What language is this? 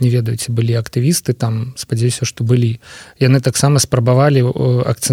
Belarusian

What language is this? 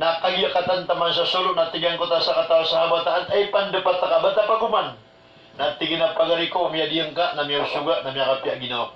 Maranao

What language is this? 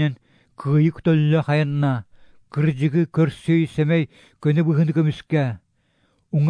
Yakut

